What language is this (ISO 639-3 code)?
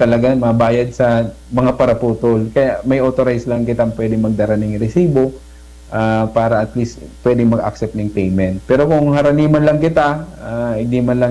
bik